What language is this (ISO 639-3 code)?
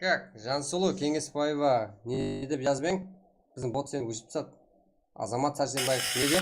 kaa